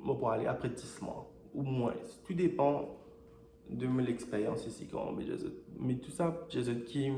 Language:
Morisyen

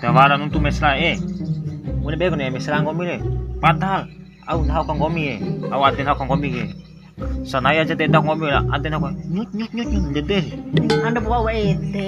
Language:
Bima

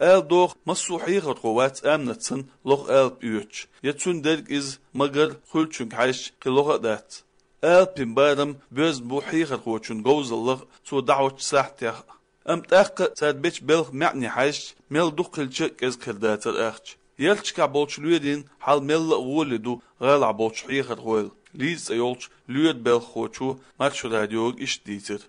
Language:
Chechen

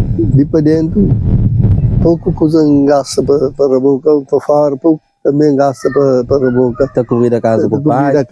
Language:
Kabuverdianu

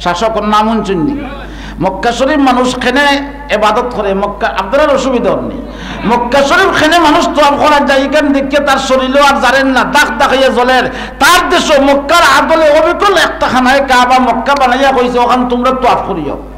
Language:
Sylheti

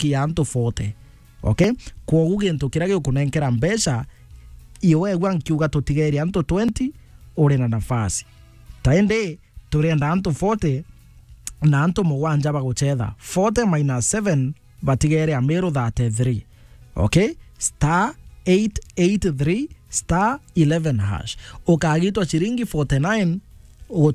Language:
Meru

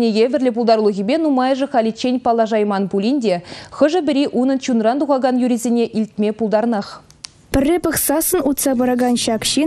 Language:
Chuvash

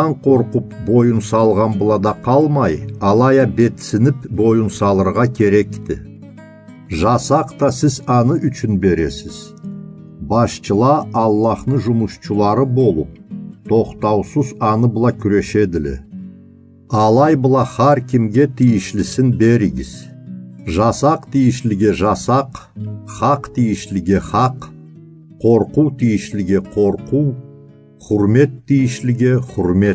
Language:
Karachay-Balkar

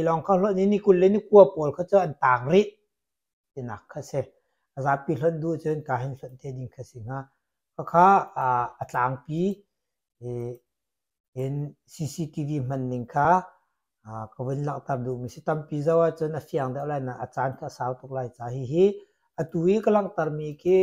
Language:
Hakha Chin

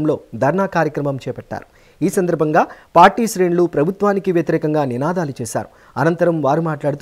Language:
Telugu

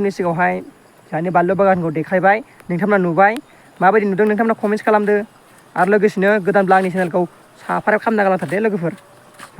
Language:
Bodo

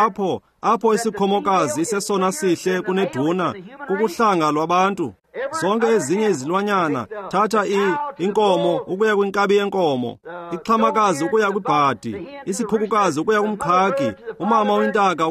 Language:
Xhosa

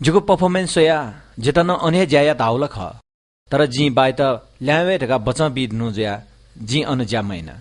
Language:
Newari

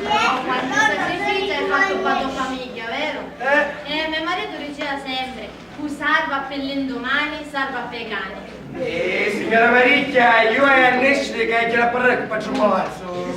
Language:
Sicilian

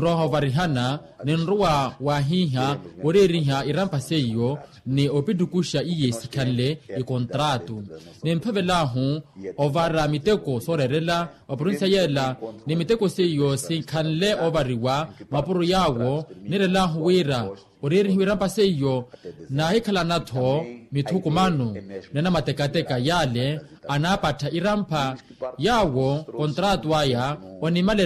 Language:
Makhuwa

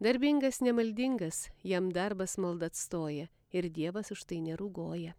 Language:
Lithuanian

